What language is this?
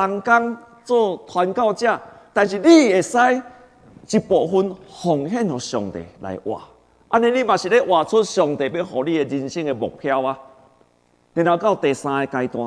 Min Nan Chinese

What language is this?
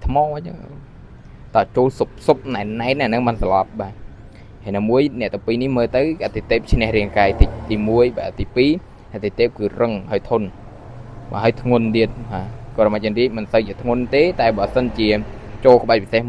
Khmer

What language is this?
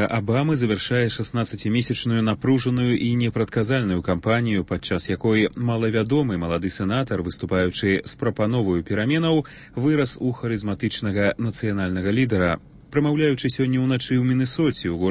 Belarusian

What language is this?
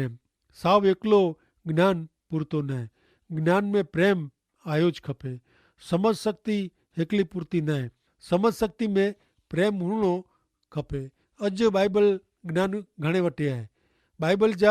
Kachhi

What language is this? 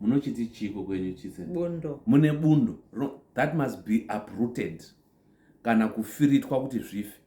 Shona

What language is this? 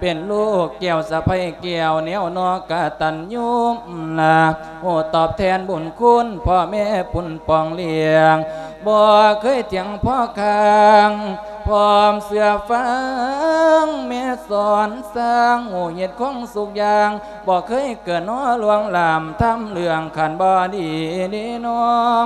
Lao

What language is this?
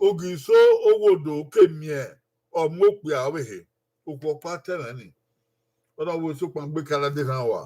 Bini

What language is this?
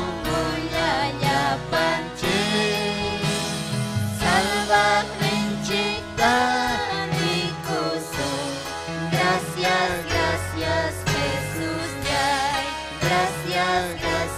Ayacucho Quechua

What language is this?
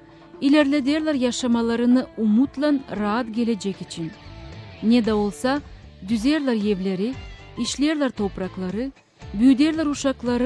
Gagauz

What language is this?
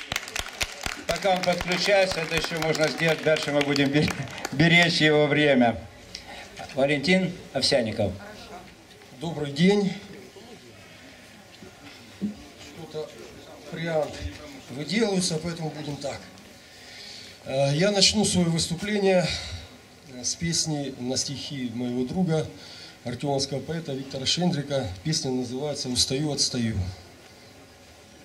Russian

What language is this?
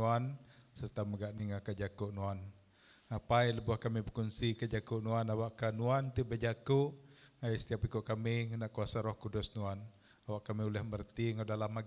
Iban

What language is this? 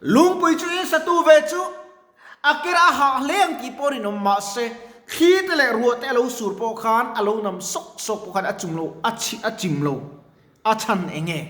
Mizo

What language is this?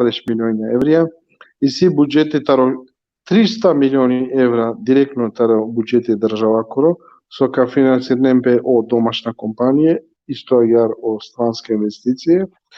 Balkan Romani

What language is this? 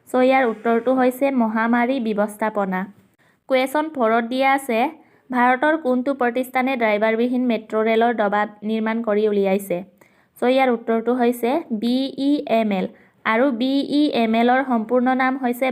Assamese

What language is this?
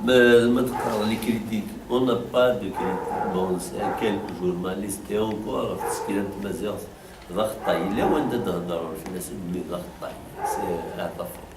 Kabyle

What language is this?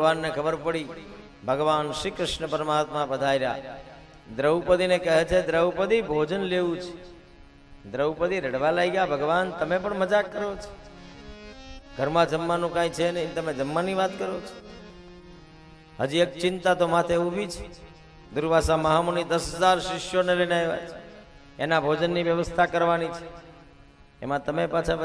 Gujarati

